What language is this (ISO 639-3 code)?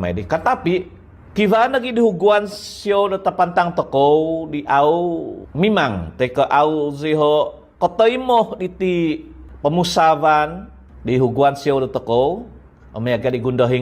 dtp